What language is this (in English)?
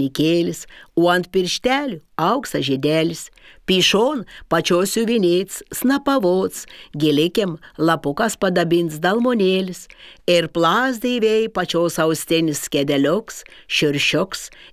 Lithuanian